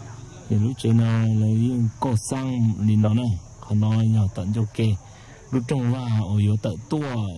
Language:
Hmong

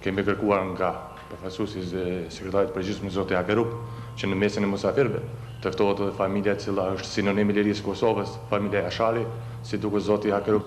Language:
Albanian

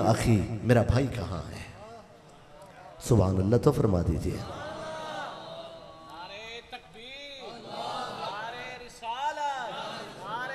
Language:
Urdu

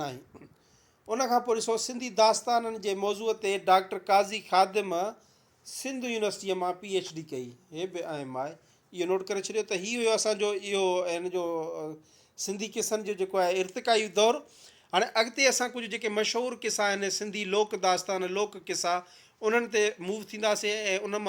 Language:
Sindhi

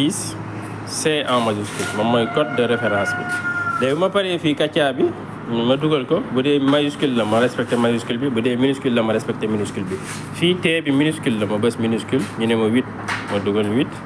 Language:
Wolof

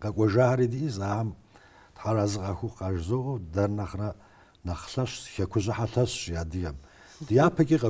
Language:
Kabardian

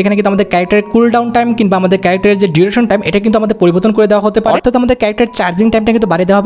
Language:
Bangla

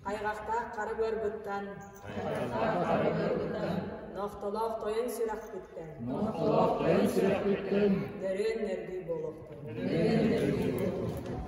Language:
Yakut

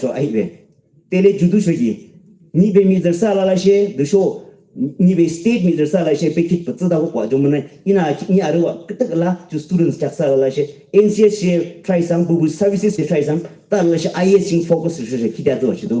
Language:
Yimchungru Naga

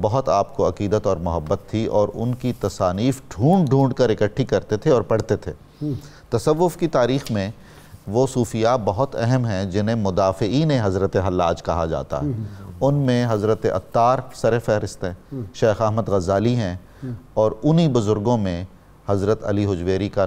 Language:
Urdu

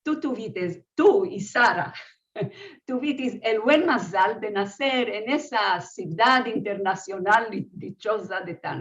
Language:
Ladino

